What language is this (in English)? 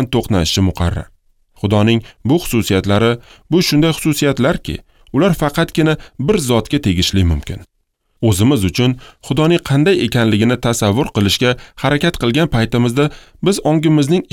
Uzbek